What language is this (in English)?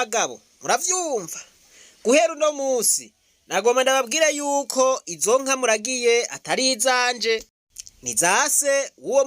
Rundi